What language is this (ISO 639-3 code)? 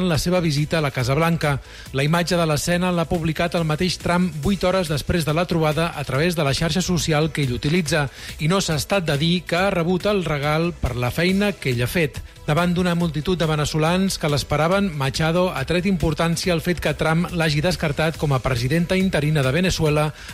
cat